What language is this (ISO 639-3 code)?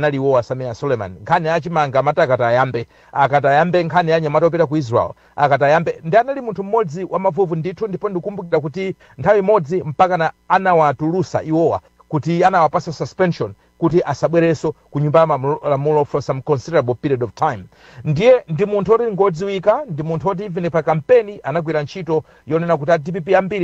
nya